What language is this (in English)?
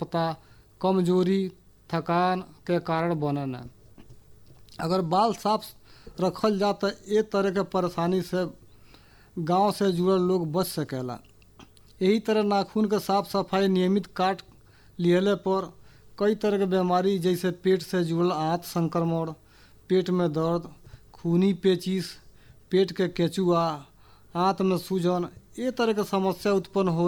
Bhojpuri